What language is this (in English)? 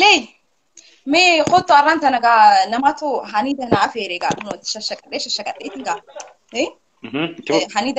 Oromo